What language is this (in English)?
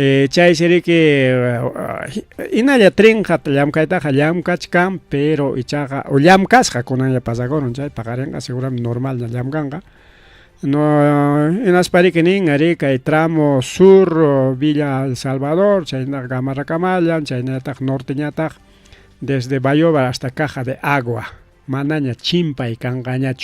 Ayacucho Quechua